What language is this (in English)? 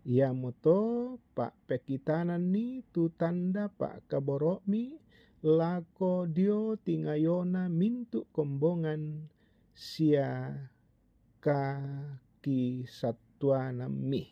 Toraja-Sa'dan